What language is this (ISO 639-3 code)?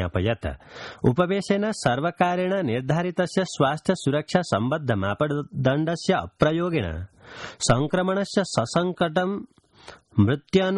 san